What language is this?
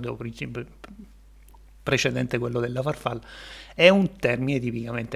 Italian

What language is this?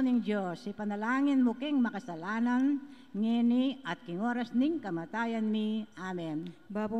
Pampanga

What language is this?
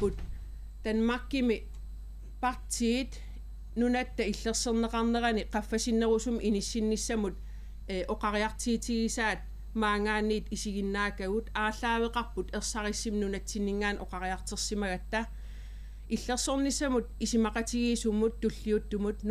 Kalaallisut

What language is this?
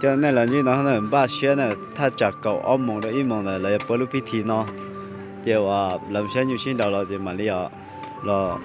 Hmong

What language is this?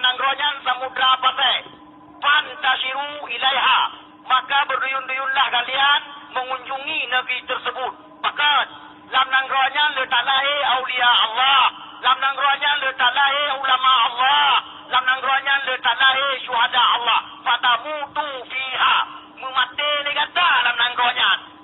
Achinese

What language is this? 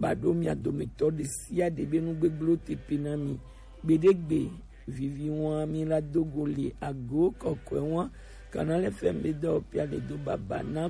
Gen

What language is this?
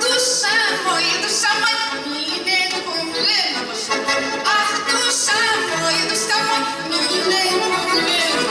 Bashkir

